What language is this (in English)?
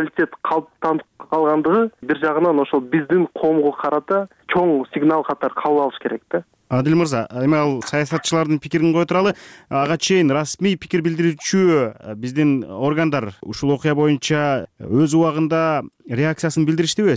Kyrgyz